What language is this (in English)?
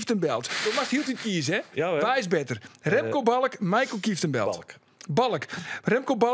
Western Frisian